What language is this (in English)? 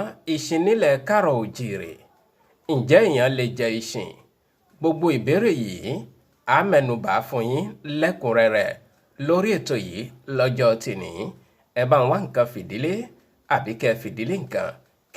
Yoruba